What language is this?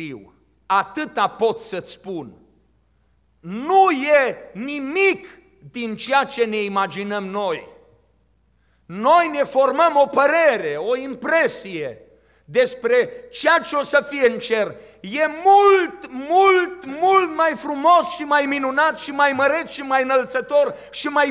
Romanian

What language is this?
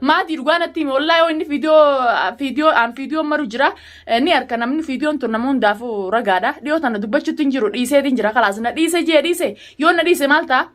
Oromo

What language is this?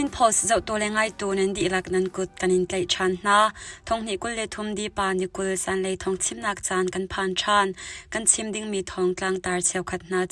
Hakha Chin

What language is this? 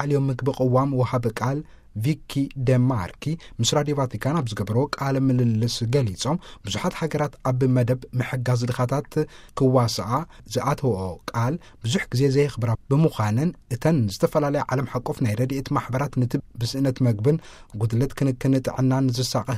Tigrinya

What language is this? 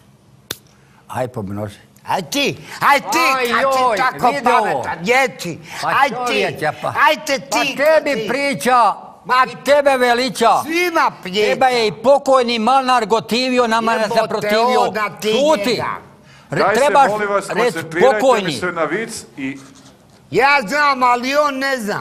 Croatian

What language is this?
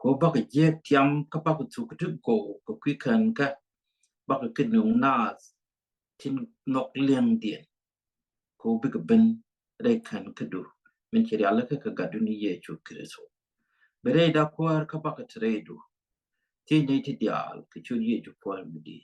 Nuer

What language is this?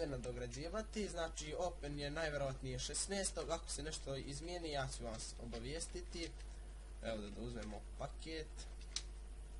Croatian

